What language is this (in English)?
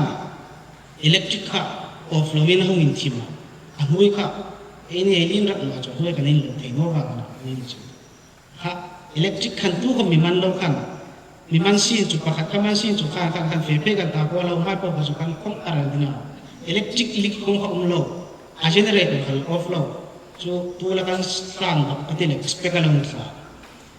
Hmar